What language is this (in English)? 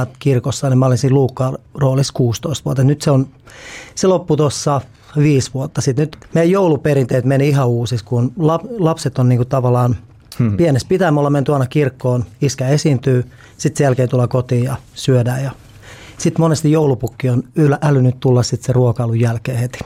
Finnish